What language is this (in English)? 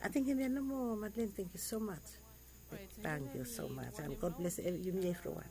Bislama